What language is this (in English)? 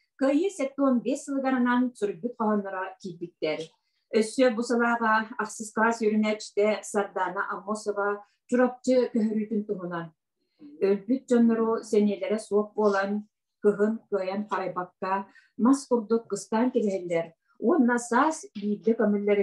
Yakut